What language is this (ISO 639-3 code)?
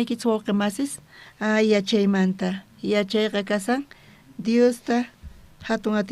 quh